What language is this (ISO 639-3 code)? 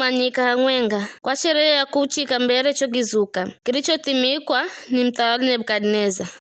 nyf